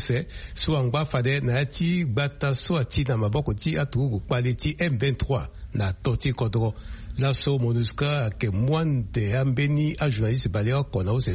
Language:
Sango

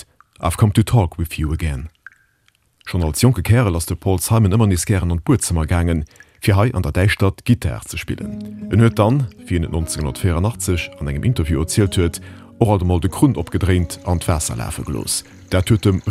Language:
Luxembourgish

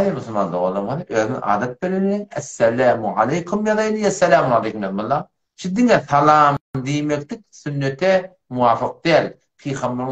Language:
Turkmen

